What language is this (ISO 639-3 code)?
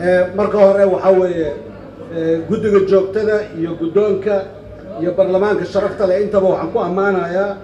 som